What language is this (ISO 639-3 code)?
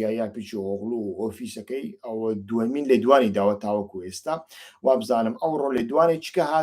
ckb